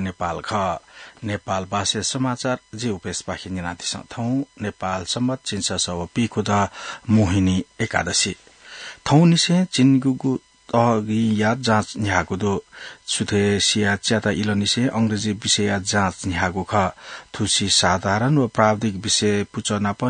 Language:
Newari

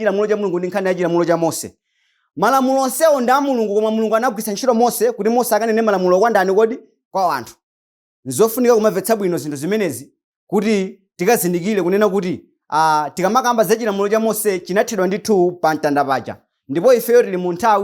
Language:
Nyanja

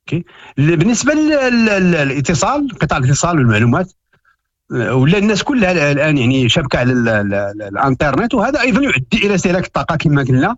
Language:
Moroccan Arabic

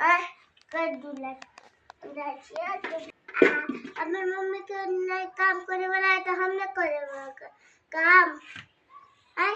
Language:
Maithili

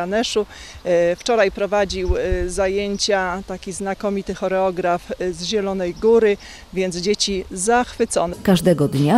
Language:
Polish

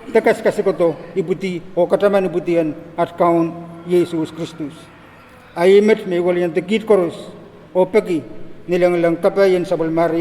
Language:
Pohnpeian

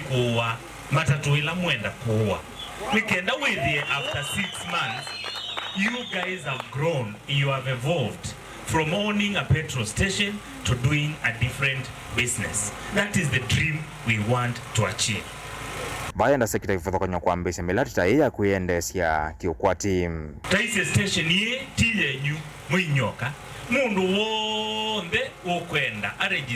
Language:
Kamba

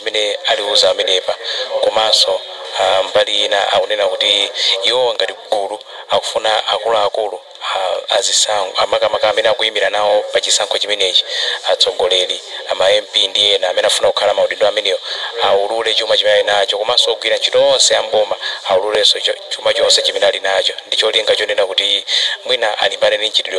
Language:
Nyanja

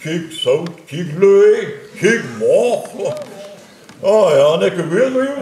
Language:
Breton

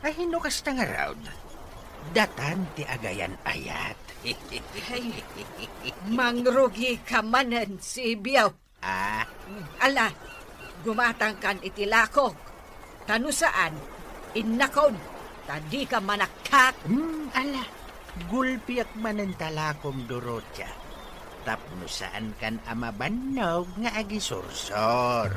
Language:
Iloko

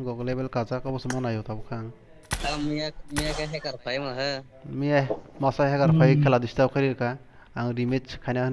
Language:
Kok Borok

